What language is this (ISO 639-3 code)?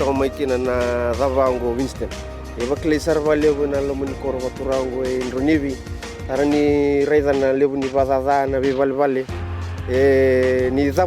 fij